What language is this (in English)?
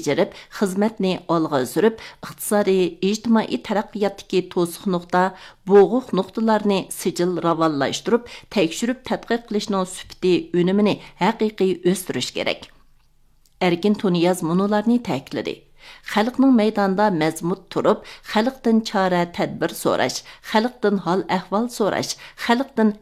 Uyghur